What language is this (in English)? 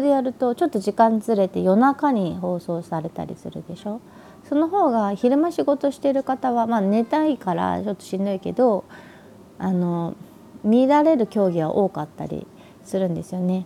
Japanese